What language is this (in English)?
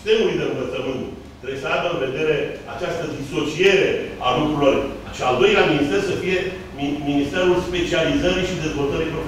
Romanian